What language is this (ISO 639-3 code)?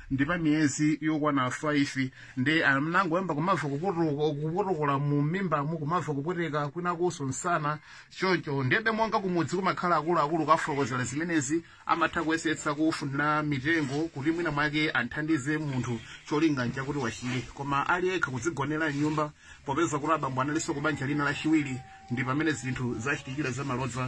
nya